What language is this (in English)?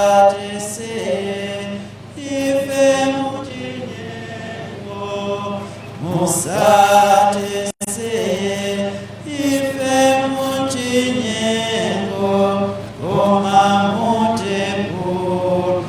Nyanja